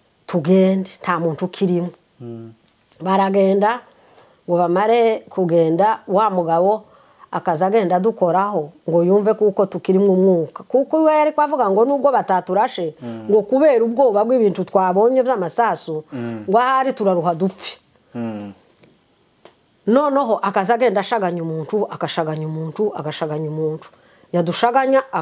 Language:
Kinyarwanda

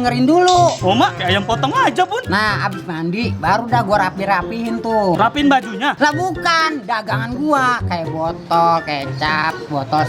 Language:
Betawi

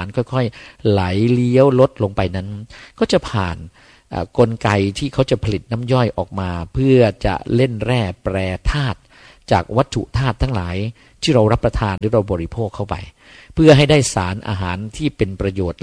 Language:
Thai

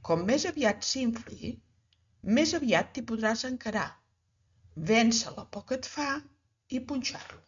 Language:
Catalan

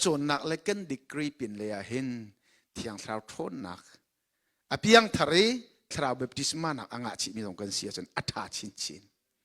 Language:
Hakha Chin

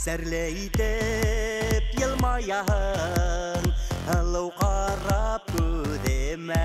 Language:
Bashkir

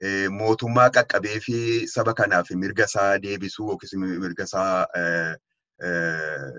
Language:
Oromo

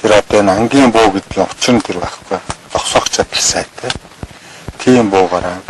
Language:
Mongolian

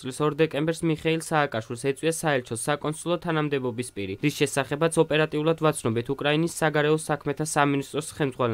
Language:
Georgian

